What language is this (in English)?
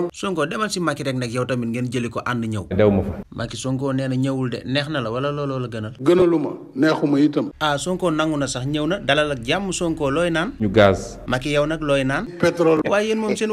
Wolof